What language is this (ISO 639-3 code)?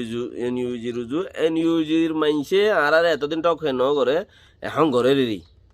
rhg